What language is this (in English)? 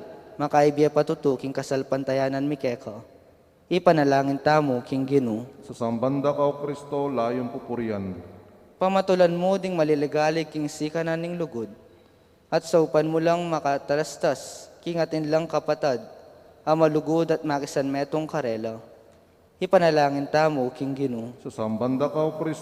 Pampanga